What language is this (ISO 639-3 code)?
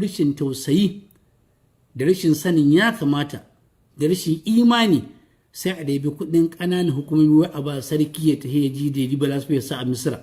hau